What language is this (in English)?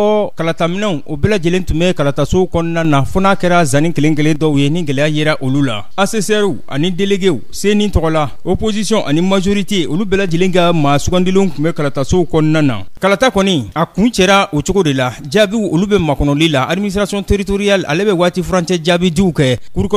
Bambara